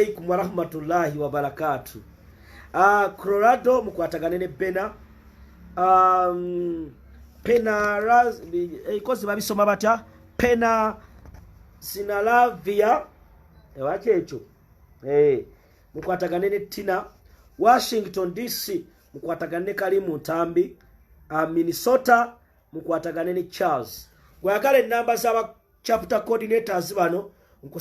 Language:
Ganda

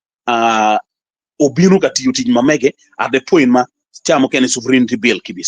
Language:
Acoli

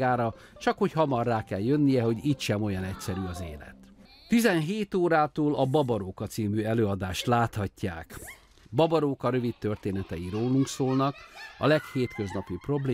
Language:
Hungarian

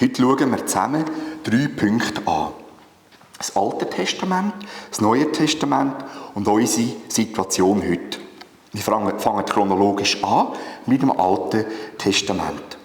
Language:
Swiss German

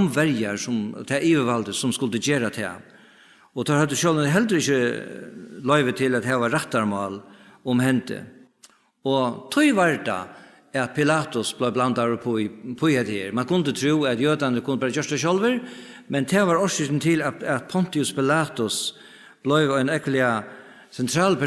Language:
Faroese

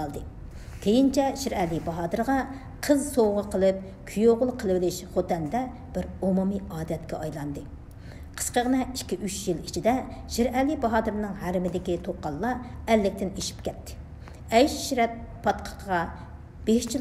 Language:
Uyghur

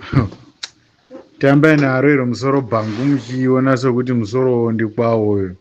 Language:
Shona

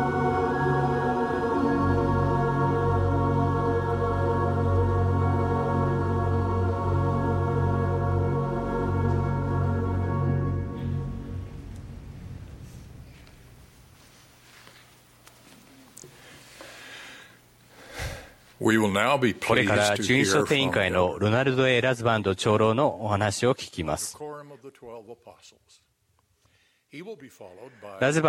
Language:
Japanese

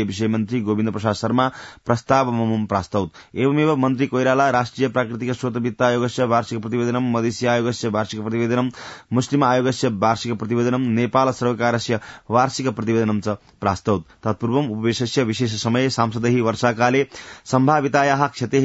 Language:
Sanskrit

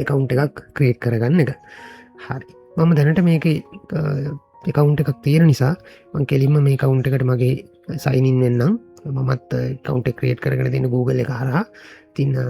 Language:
Sinhala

